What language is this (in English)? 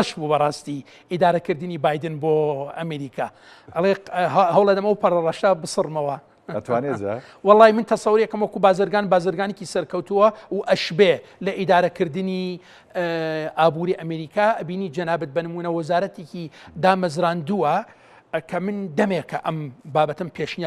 Central Kurdish